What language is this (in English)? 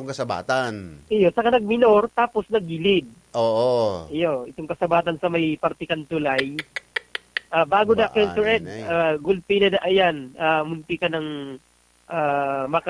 Bikol